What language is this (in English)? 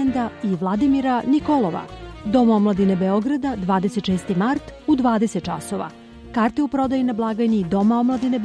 Serbian